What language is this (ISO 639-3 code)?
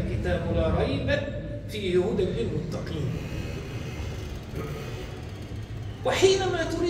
ara